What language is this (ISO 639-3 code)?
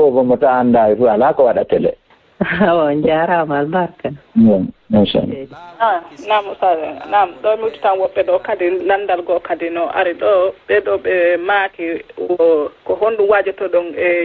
ful